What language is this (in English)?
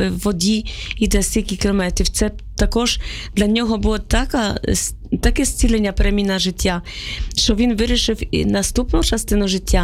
Ukrainian